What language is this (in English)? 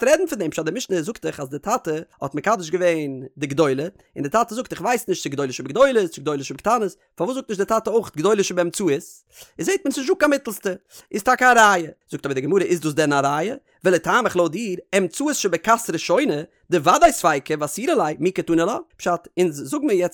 Yiddish